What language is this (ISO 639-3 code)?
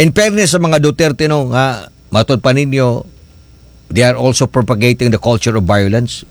ceb